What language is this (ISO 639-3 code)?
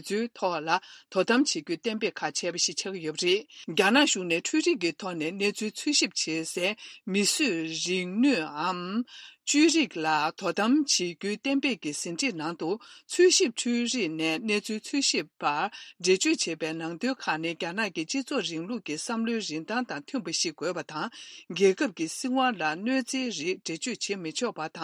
bod